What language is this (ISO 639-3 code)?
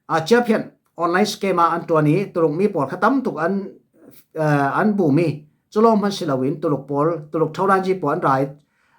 cfm